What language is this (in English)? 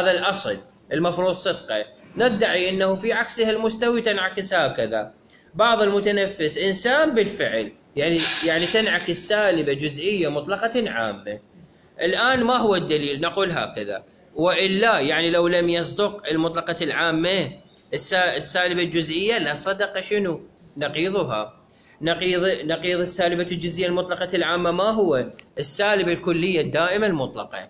Mesopotamian Arabic